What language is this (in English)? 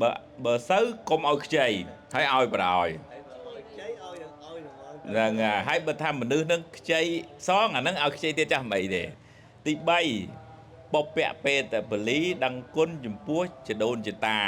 Khmer